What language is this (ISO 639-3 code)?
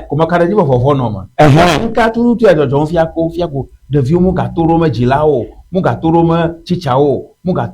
ewe